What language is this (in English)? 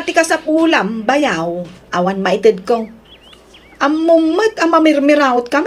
Iloko